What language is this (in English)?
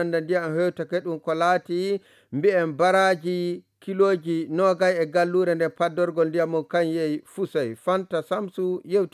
Nigerian Fulfulde